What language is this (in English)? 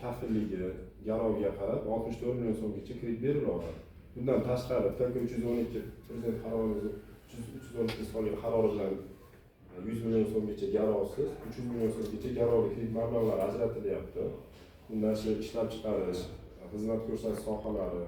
Uzbek